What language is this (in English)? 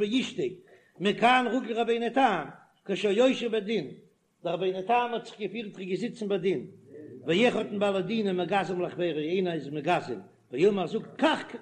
Yiddish